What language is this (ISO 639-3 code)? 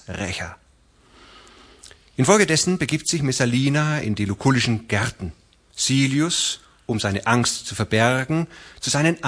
deu